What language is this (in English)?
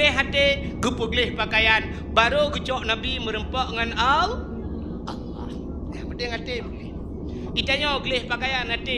Achinese